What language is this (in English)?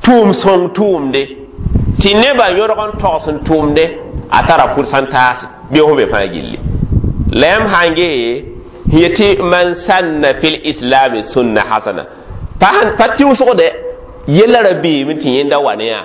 Mossi